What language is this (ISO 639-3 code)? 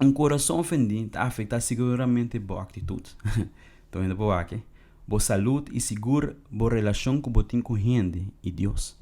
pap